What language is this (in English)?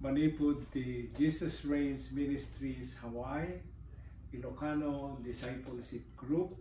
Iloko